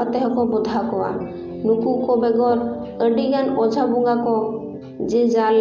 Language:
Santali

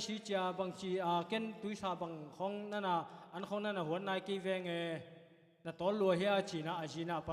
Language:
Tedim Chin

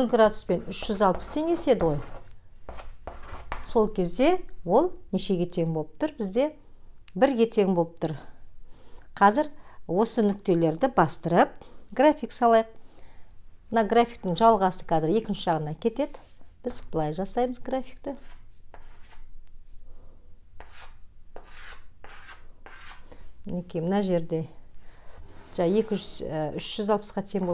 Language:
Kazakh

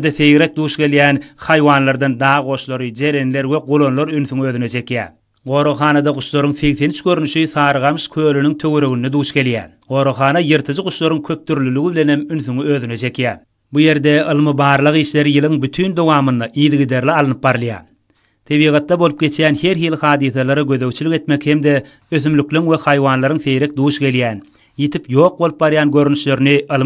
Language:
Turkmen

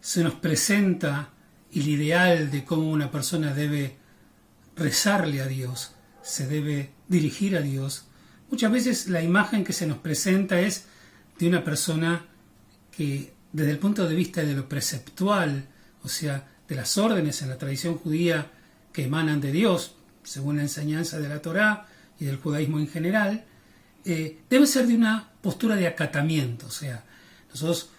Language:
Ladino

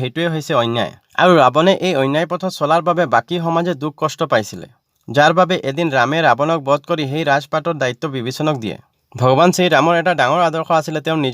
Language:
Assamese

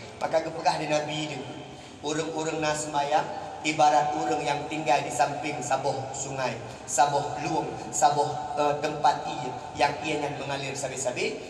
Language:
Achinese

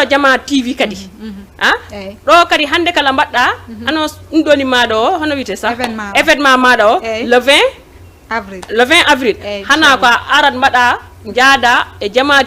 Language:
Fula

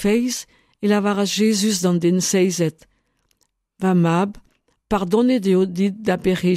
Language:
Breton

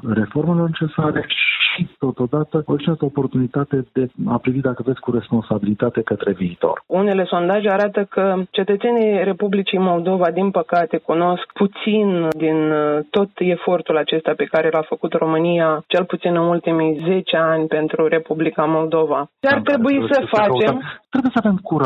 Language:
Romanian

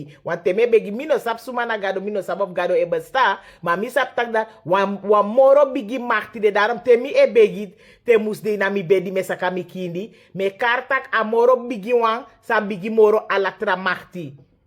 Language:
Sranan Tongo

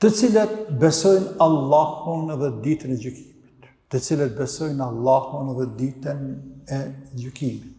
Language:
Albanian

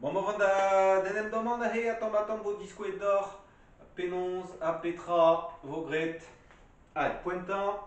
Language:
Breton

